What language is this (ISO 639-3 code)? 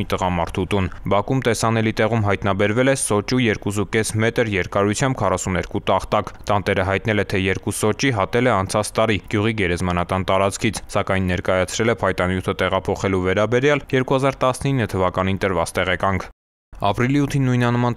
hye